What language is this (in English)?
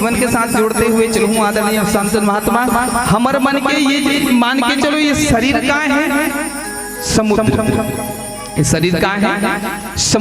Chhattisgarhi